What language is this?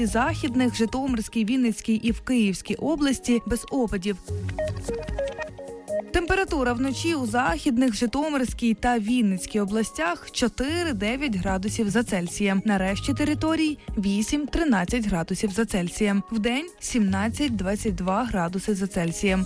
Ukrainian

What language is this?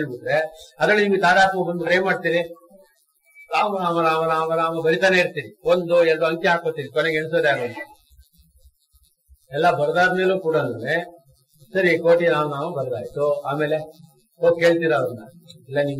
Kannada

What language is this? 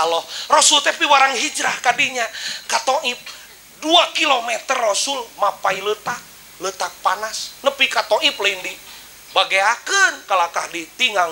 Sundanese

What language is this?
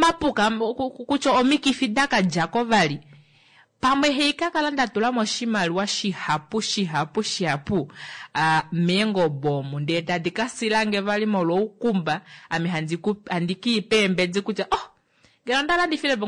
Kuanyama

